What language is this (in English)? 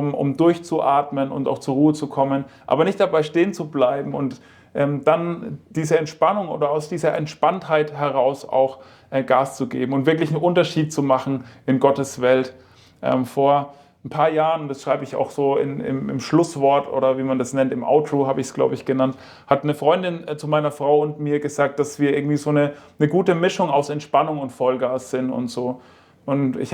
Swiss German